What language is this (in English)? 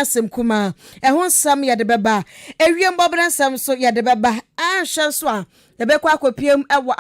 Akan